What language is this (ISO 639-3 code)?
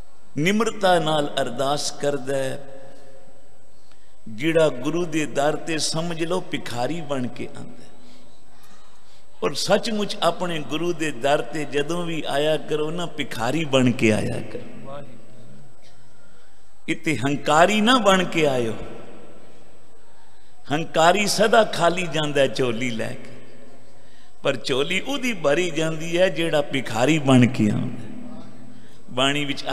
pan